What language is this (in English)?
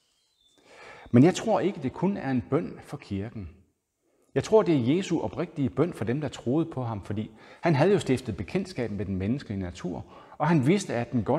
Danish